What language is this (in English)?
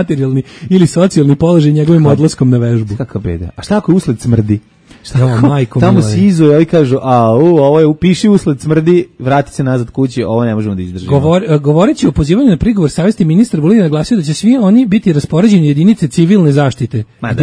Serbian